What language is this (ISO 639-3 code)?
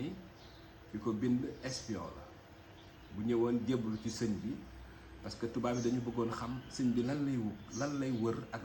wol